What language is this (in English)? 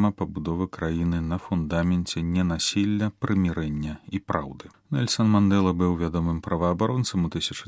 Belarusian